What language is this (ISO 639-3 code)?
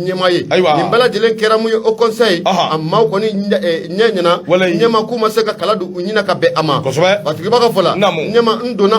bam